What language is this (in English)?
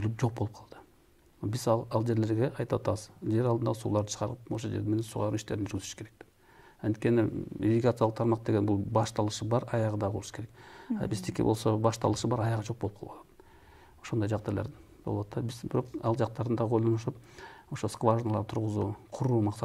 Kyrgyz